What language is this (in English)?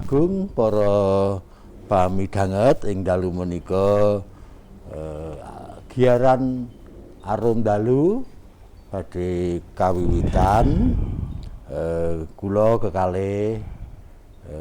Javanese